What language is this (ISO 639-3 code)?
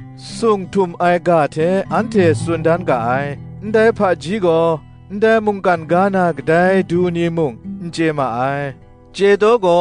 kac